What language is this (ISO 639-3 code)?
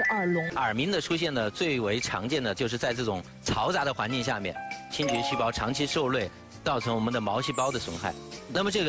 zho